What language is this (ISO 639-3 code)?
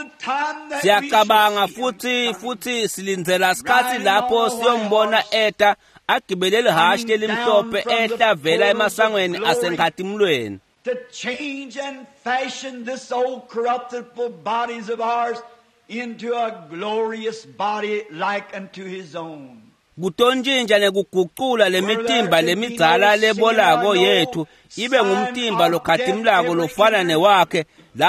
ssw